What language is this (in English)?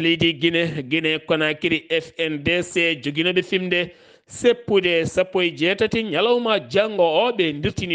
Fula